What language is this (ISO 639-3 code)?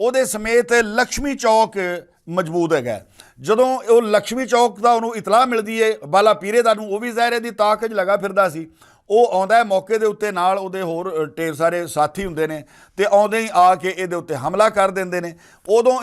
lah